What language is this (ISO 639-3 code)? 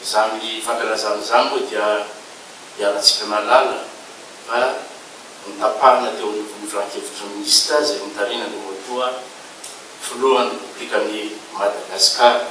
mlg